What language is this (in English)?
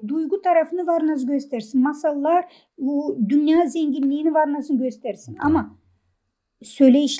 Gagauz